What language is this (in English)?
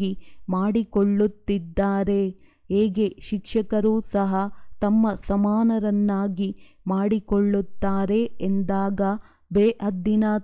Kannada